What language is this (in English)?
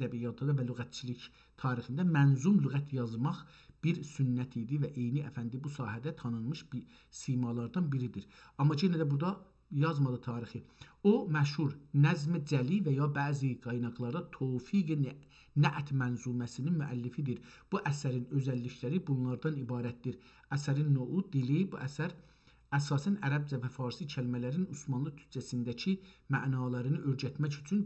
South Azerbaijani